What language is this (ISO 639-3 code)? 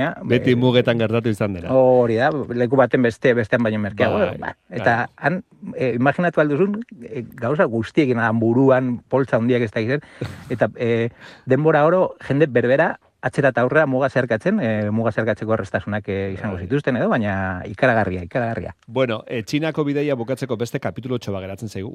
eus